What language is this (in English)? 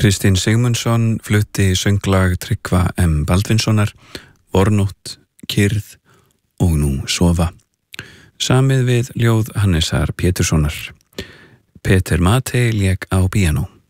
Icelandic